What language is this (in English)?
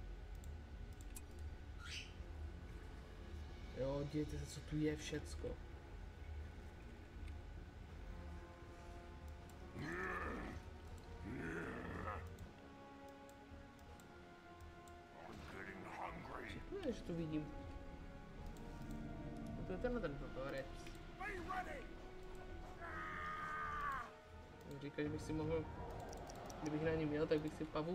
Czech